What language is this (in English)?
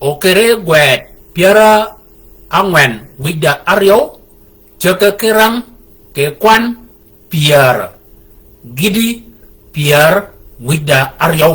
Shilluk